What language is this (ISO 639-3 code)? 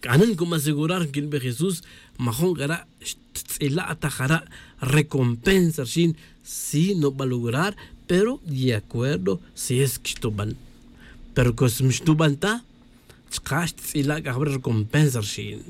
tzj